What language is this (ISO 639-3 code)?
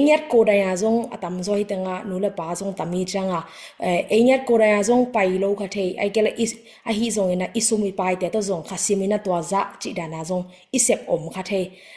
ctd